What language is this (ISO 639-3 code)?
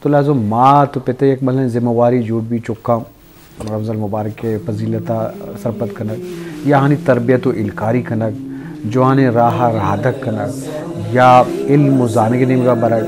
bgp